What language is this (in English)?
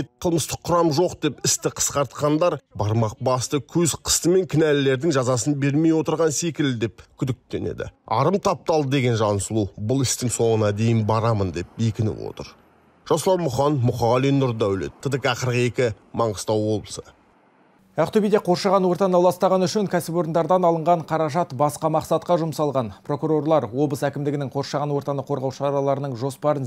Kazakh